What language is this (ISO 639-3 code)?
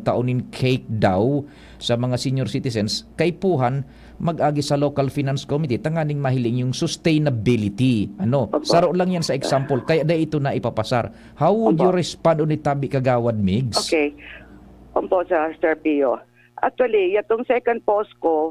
bik